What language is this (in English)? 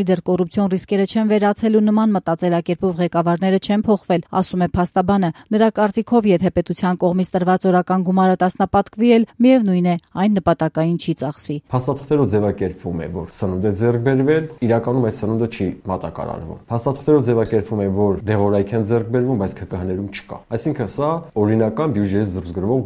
Armenian